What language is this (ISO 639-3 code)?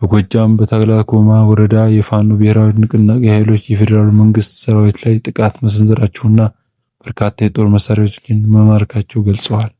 amh